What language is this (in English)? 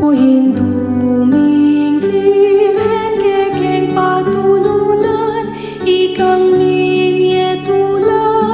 Pampanga